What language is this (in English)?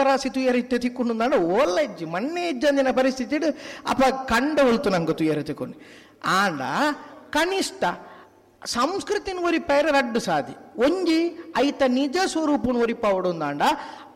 Tulu